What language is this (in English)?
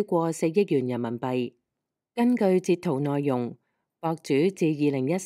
Cantonese